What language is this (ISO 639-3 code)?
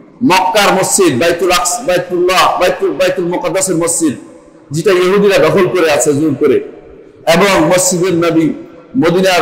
ben